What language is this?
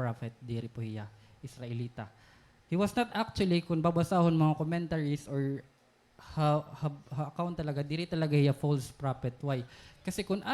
Waray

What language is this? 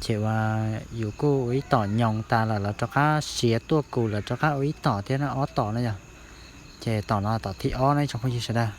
Hmong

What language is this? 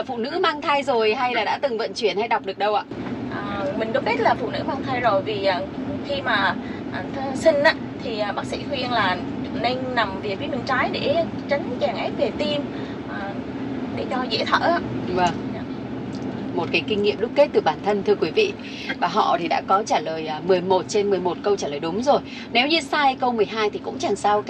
Vietnamese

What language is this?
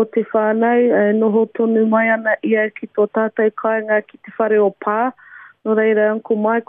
Māori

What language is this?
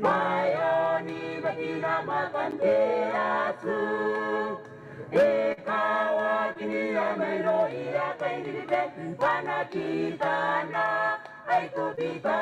Gilbertese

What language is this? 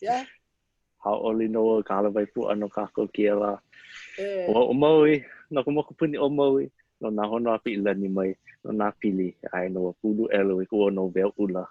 Hawaiian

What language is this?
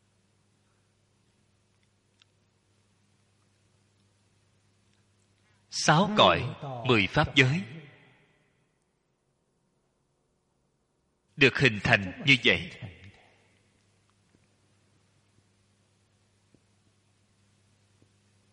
Vietnamese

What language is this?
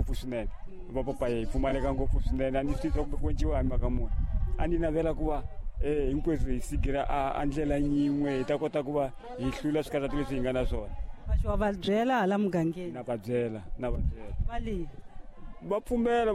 Tsonga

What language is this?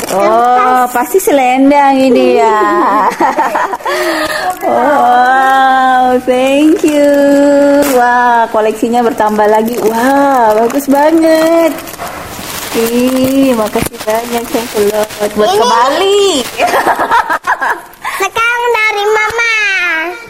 Indonesian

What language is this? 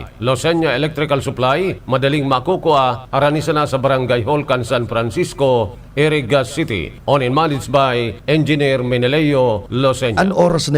Bikol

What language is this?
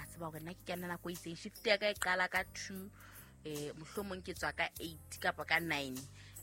Southern Sotho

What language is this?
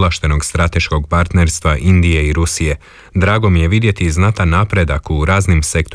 Croatian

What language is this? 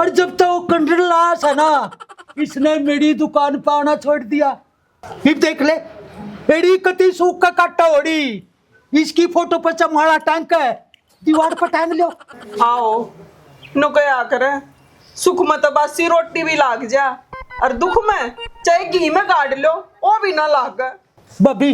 Haryanvi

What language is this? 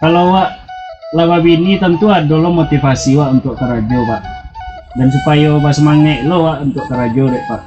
Minangkabau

